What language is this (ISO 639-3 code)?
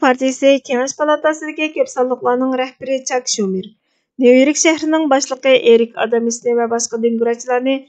uig